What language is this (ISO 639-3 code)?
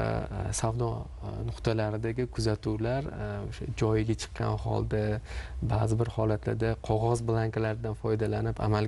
uzb